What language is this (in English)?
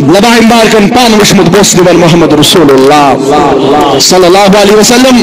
Kashmiri